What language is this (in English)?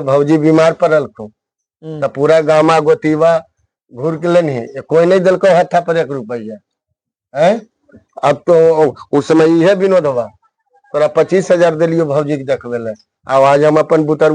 Magahi